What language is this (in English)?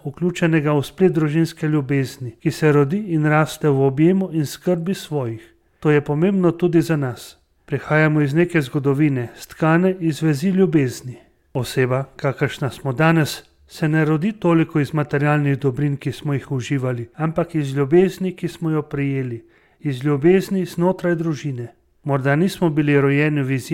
Slovenian